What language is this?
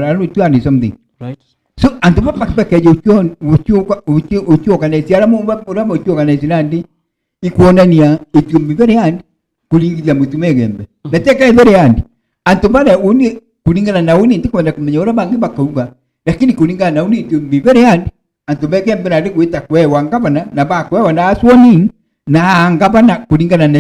Meru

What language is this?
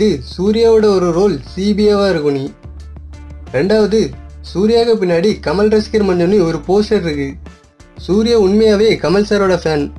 Tamil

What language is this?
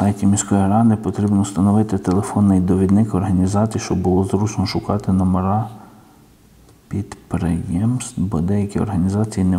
Ukrainian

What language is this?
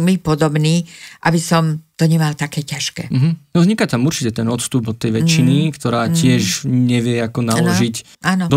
Slovak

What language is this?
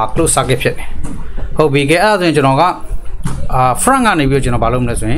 Burmese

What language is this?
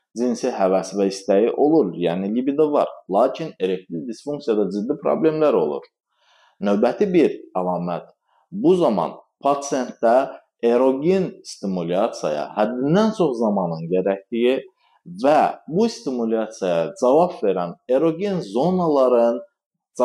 Azerbaijani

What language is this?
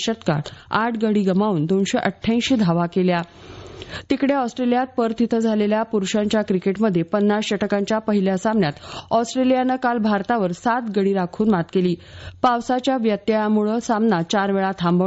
Marathi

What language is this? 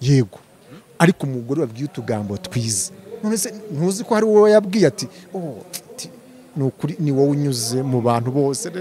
Kinyarwanda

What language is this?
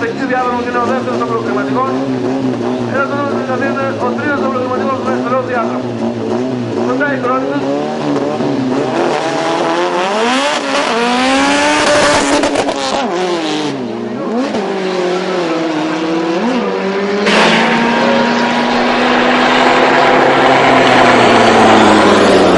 Greek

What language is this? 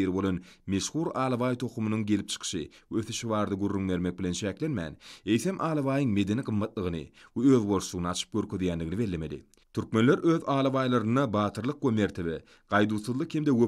Turkmen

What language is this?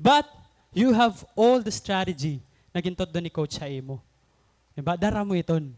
Waray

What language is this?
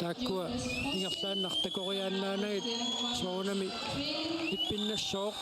Kalaallisut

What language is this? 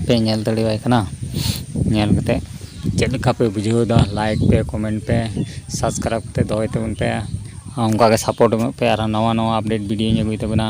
Santali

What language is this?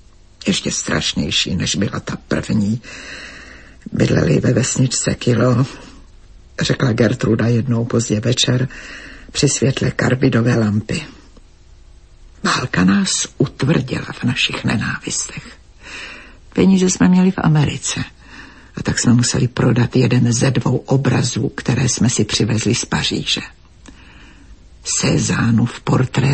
Czech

